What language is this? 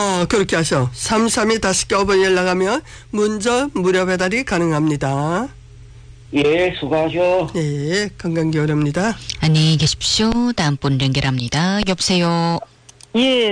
Korean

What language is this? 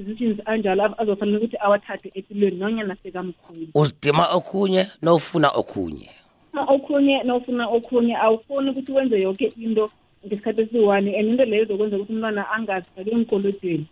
South Ndebele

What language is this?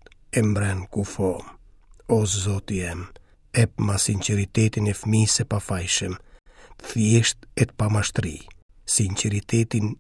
Albanian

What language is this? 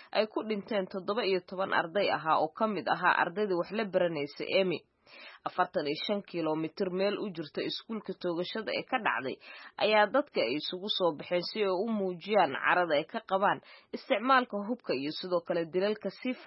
Somali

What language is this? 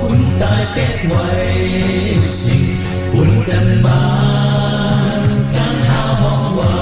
Shan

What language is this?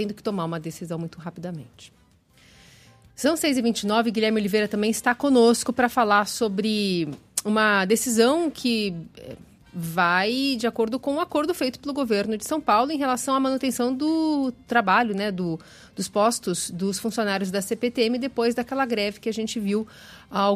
Portuguese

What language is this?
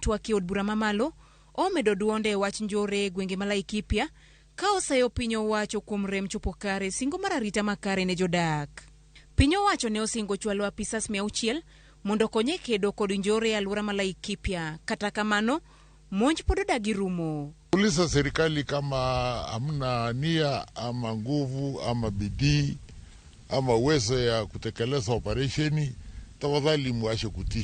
Luo (Kenya and Tanzania)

